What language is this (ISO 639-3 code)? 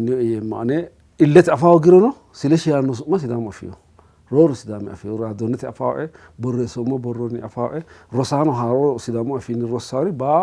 sid